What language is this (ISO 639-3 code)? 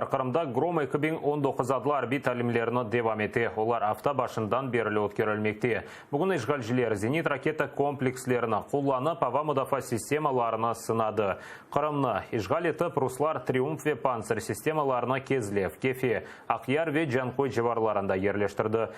crh